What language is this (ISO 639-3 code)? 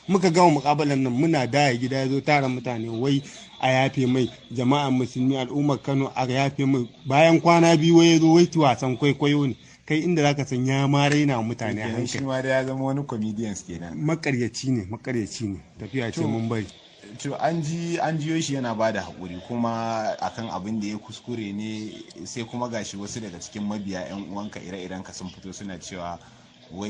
hau